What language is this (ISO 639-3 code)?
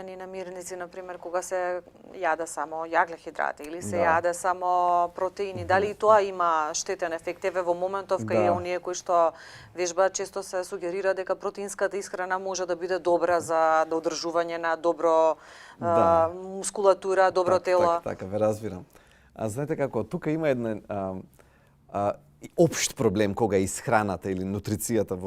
mkd